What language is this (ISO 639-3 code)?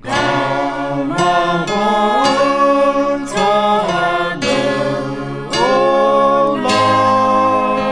ahk